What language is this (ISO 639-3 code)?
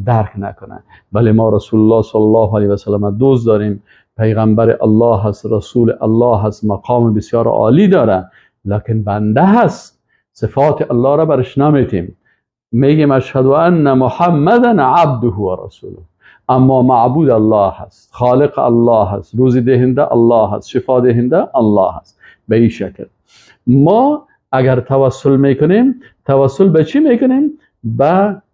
fas